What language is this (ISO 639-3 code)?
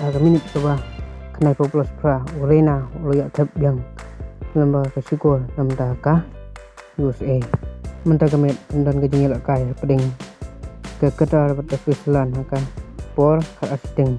kha